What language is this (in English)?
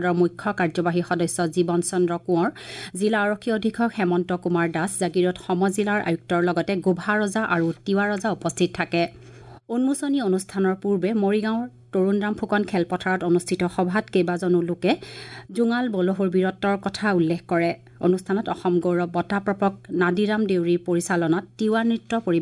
Assamese